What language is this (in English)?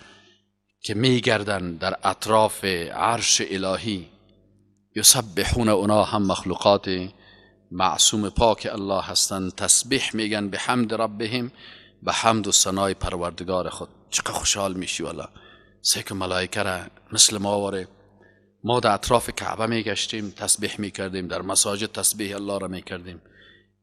Persian